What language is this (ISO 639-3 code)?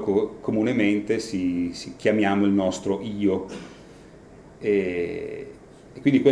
ita